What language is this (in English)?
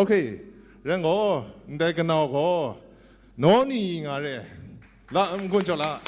Kachin